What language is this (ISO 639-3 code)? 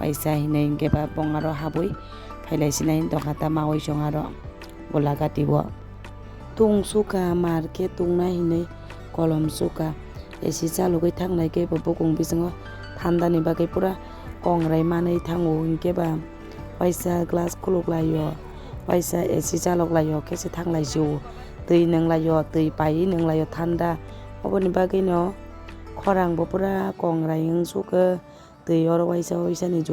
trp